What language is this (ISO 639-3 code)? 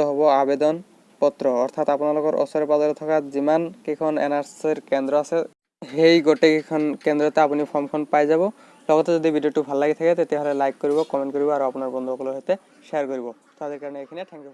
asm